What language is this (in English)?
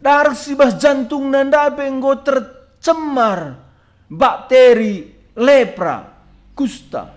Batak Karo